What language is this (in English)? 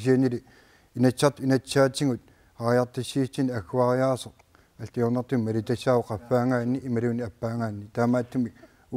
Kalaallisut